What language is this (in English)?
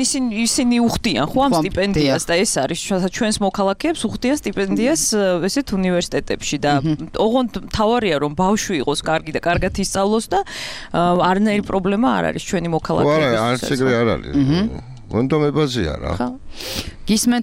Georgian